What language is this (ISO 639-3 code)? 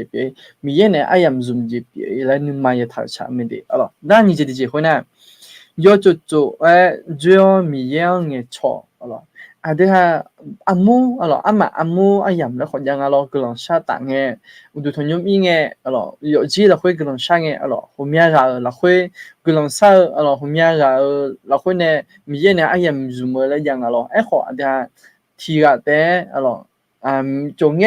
ahk